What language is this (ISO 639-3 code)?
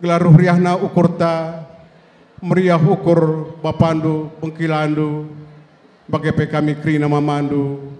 btx